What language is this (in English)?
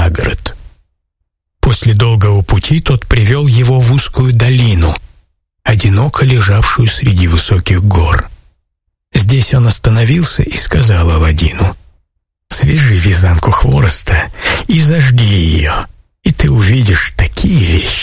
Russian